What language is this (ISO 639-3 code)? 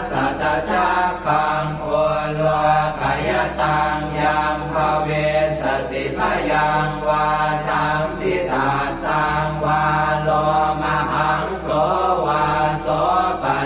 pli